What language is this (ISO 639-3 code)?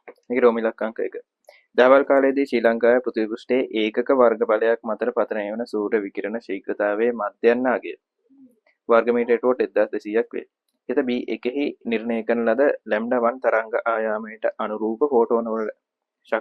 sin